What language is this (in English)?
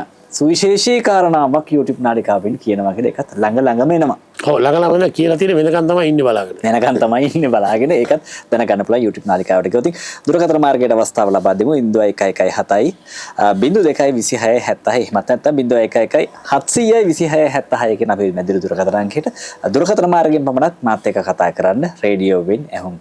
Sinhala